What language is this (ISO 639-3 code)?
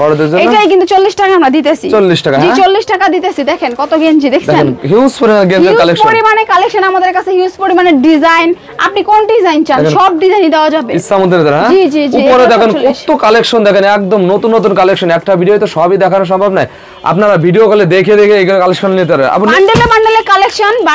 ben